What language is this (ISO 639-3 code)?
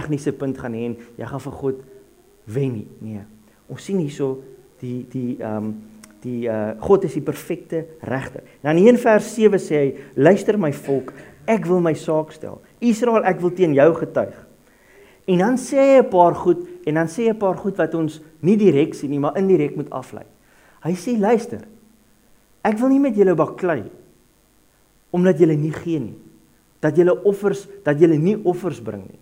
afr